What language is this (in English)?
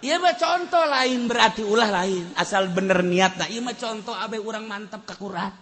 Sundanese